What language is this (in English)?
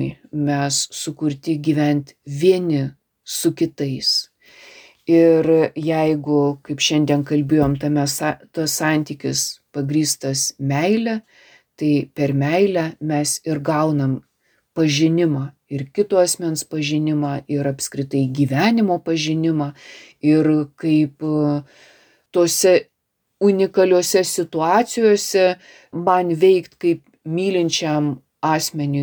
Lithuanian